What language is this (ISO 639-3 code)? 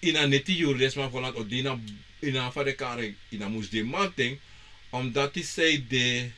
srn